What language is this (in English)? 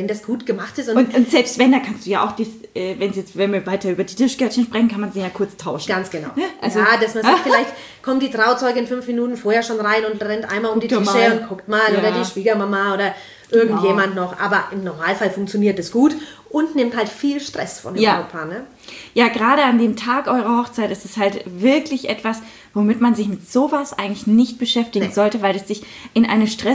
German